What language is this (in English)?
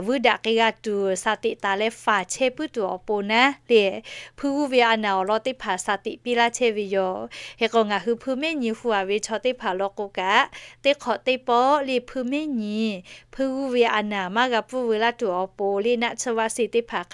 Lahu